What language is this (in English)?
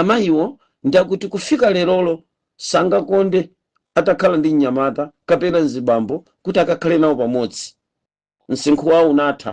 Nyanja